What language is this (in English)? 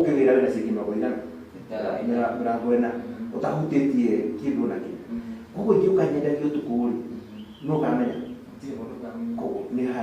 Kikuyu